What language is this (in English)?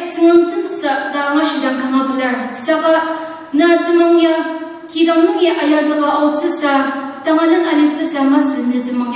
Ao Naga